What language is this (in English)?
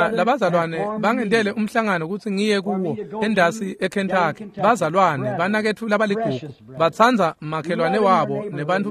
Swati